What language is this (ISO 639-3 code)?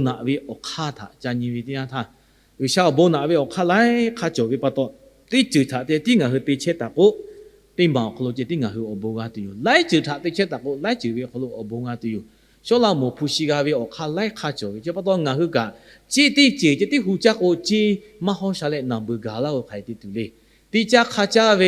lhu